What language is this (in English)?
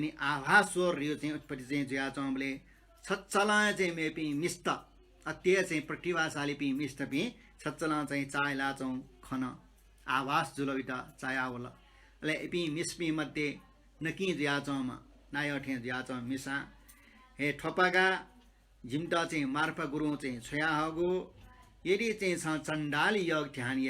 Newari